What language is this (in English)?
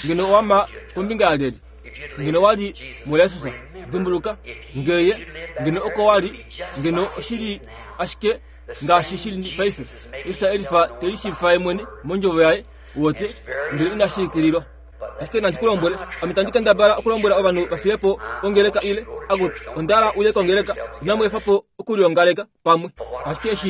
Kuanyama